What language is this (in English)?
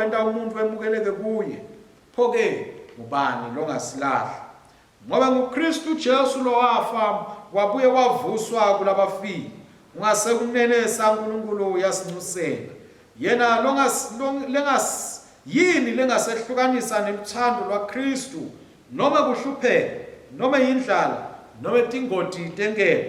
Swati